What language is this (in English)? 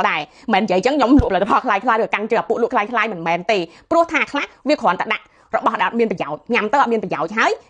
Khmer